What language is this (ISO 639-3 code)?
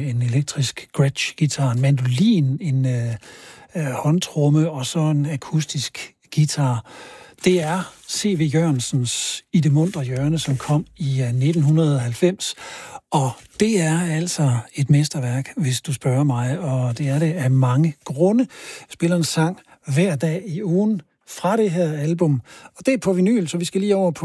dan